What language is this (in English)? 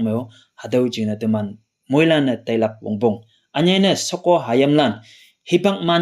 Konyak Naga